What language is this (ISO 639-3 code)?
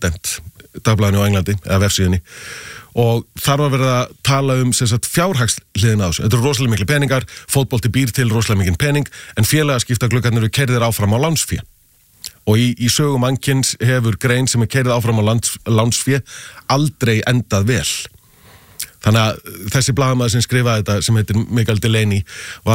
isl